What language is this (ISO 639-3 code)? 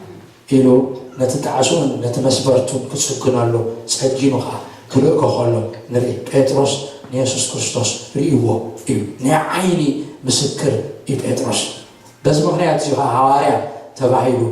tir